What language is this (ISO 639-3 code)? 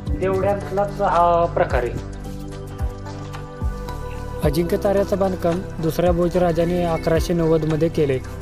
mar